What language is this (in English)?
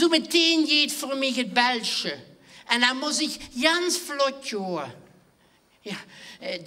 Limburgish